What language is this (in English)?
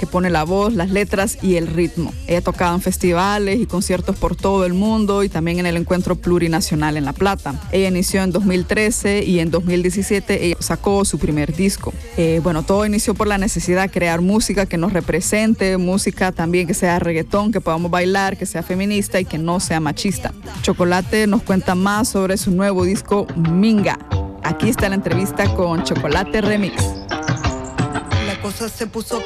Spanish